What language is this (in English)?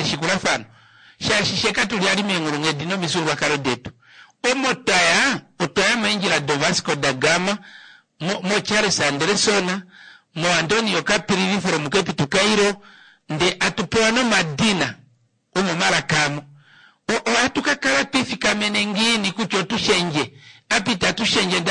Kuanyama